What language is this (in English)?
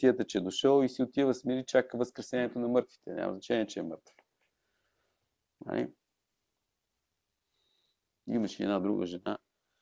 Bulgarian